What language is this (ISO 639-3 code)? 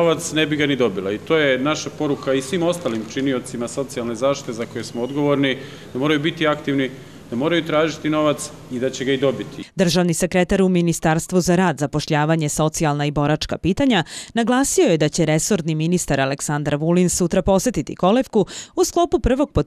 srp